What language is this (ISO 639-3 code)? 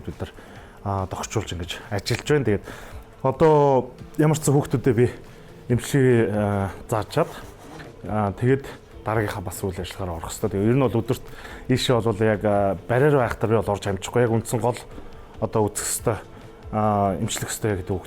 mon